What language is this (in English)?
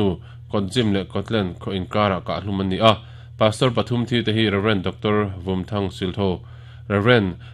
Mizo